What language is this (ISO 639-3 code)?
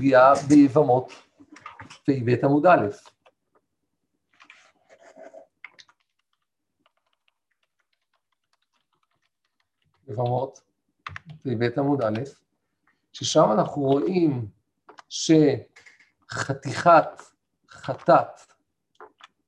heb